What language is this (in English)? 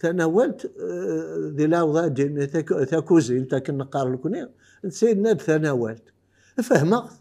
Kabyle